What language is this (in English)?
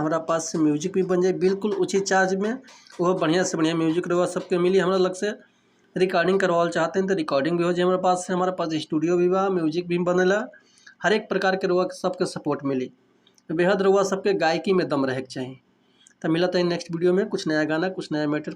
Bhojpuri